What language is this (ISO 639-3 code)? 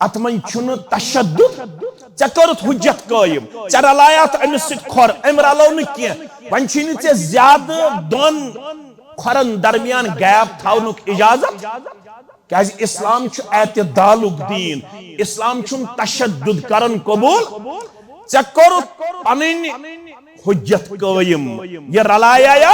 kas